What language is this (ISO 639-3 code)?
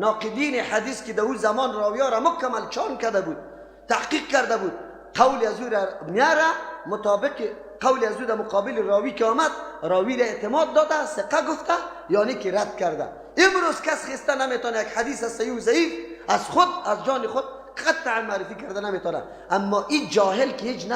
fas